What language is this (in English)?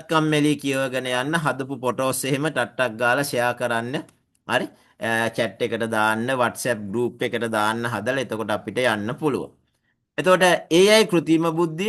Sinhala